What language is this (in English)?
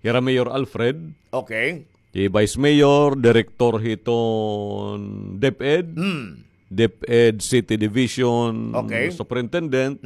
Waray